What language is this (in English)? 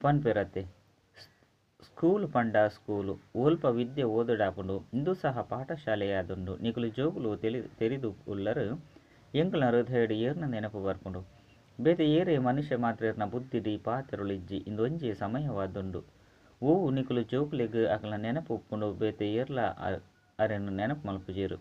Tulu